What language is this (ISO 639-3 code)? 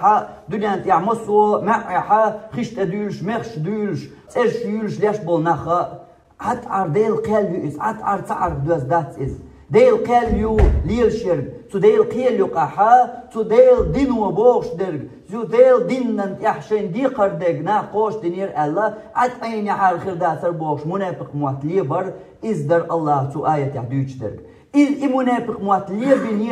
che